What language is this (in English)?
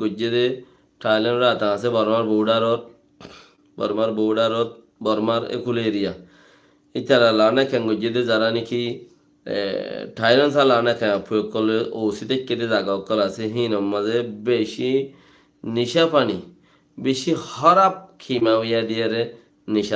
Rohingya